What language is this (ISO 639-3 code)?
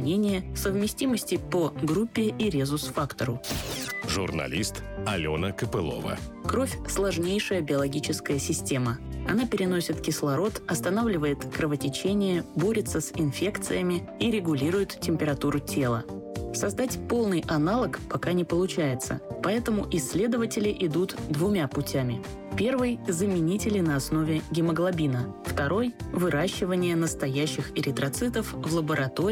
rus